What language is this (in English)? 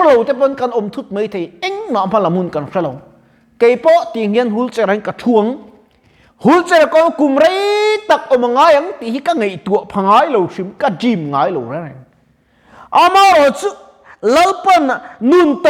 Mizo